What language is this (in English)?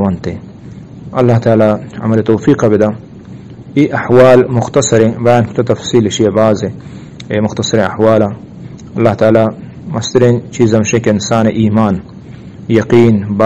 Eastern Balochi